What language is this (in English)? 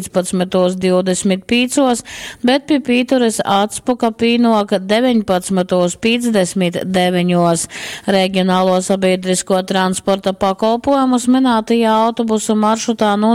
Latgalian